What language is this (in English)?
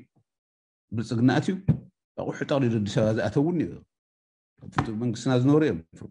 Tigrinya